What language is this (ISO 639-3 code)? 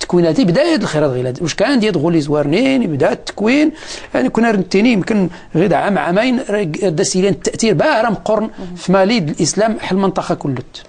ary